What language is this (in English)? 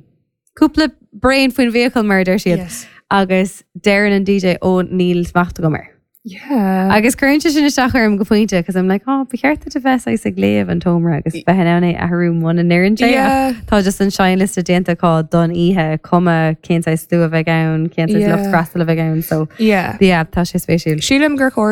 Irish